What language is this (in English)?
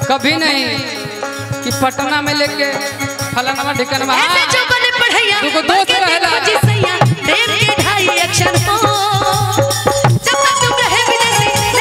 Bhojpuri